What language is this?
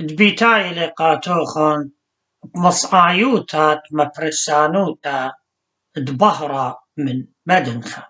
Assyrian Neo-Aramaic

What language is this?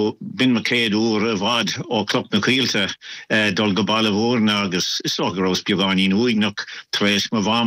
Irish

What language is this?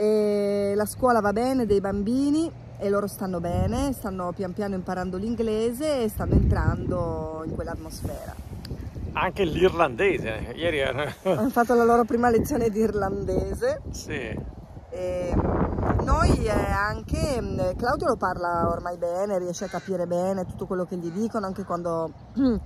Italian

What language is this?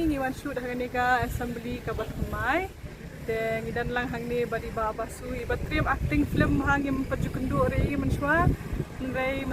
Khasi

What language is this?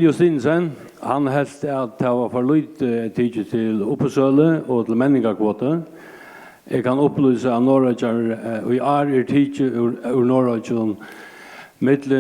Faroese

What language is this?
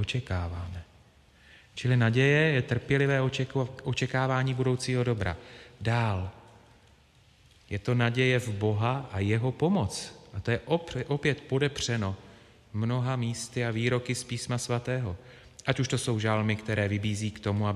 Czech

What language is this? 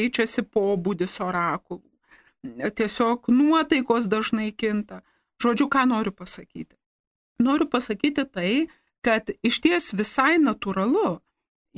Lithuanian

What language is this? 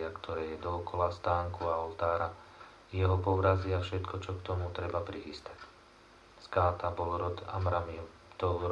Slovak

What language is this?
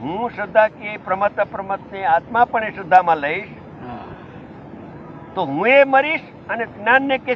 Gujarati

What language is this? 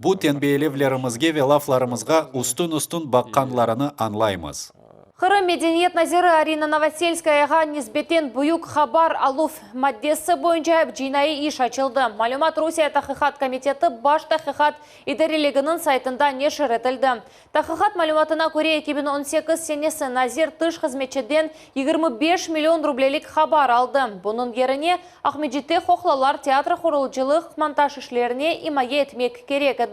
Crimean Tatar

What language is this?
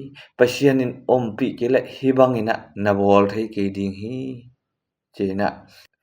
Tedim Chin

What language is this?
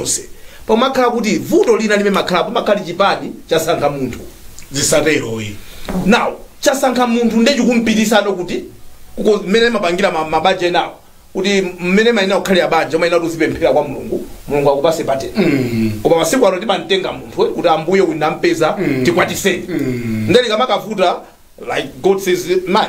Nyanja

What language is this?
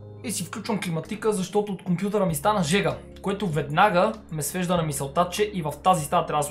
Bulgarian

